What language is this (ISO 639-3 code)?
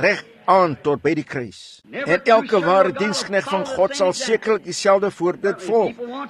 afr